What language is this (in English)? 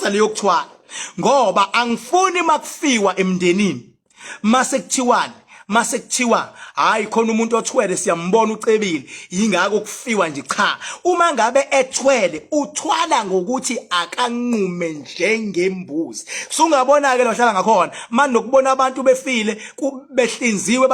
Zulu